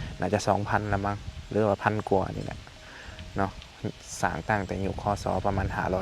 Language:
Lao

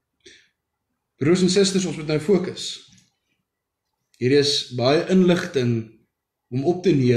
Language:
Afrikaans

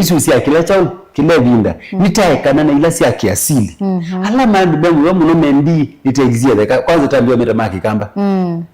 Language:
Kamba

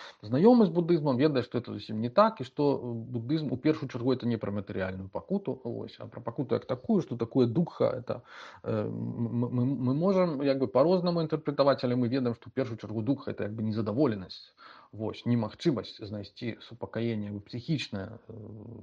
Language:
Belarusian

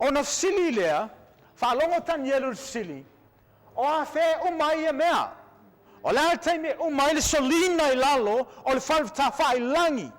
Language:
Samoan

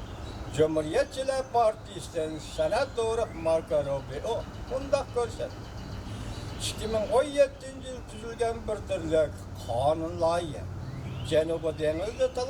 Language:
Uyghur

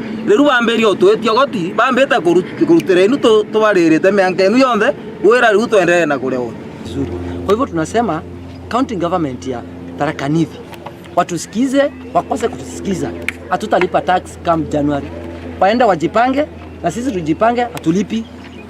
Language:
Meru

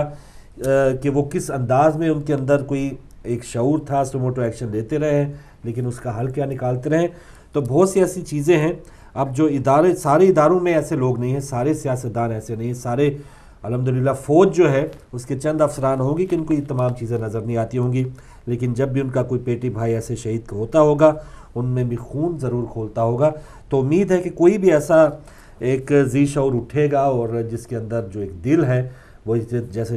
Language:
Urdu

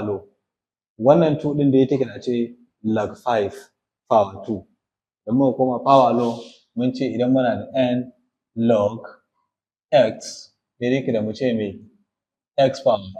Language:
Hausa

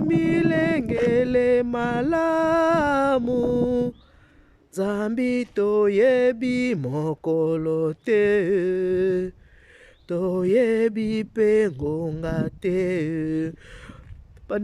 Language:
Lingala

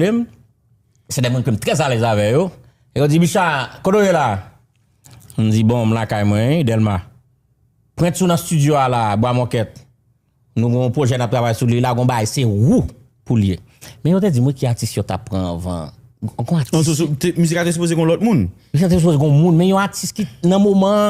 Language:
Haitian Creole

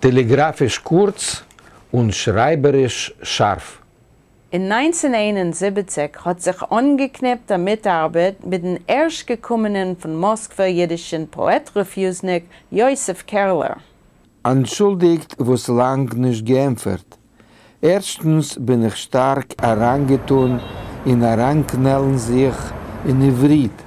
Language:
Yiddish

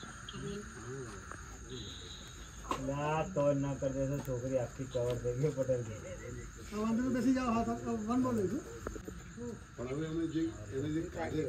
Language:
Gujarati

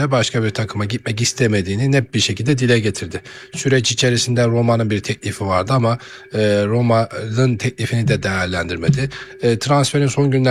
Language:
Turkish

